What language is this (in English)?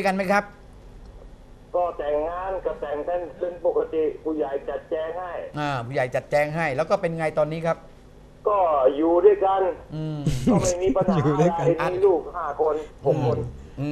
Thai